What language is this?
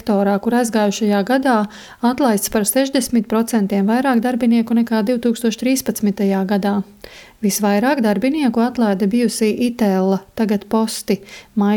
Latvian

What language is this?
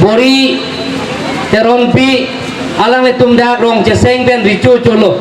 Karbi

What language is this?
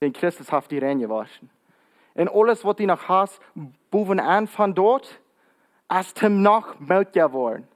Plautdietsch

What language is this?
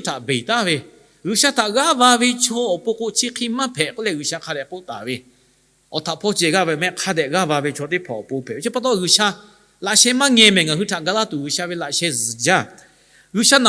Lahu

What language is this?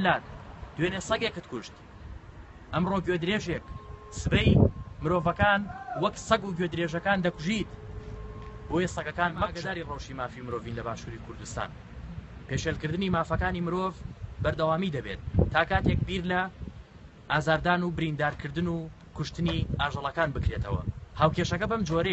Central Kurdish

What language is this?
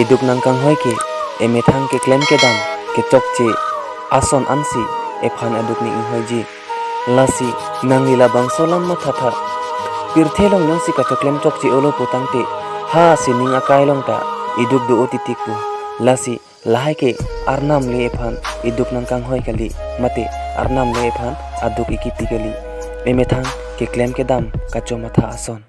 Karbi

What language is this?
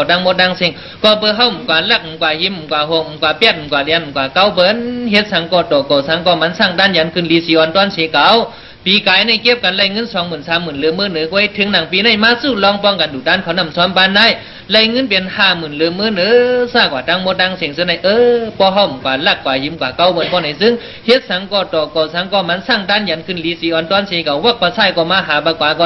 Shan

